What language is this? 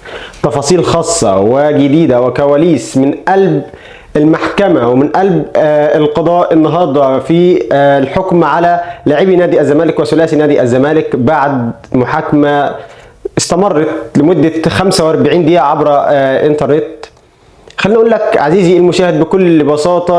Egyptian Arabic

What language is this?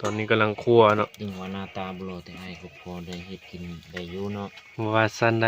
Northeastern Thai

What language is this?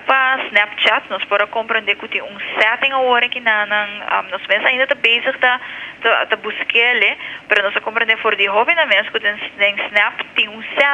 Papiamento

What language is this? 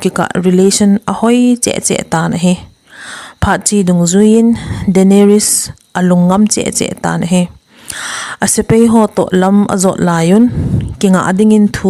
Thado Chin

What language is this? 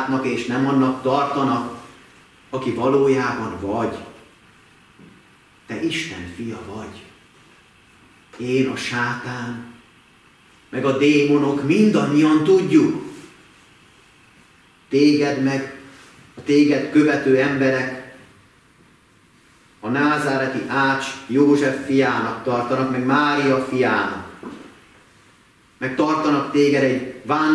Hungarian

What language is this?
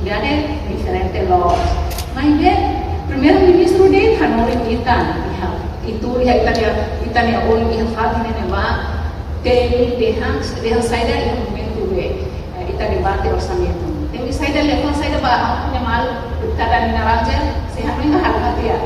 Tetum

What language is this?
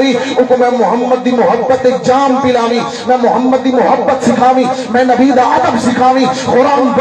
Saraiki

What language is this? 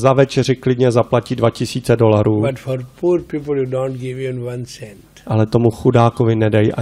Czech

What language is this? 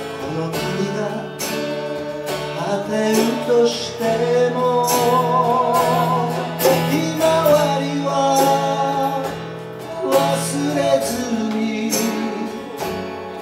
Japanese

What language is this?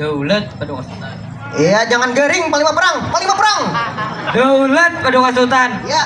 Banjar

